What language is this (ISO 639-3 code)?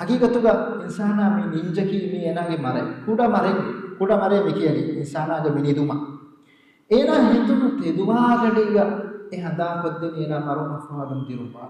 div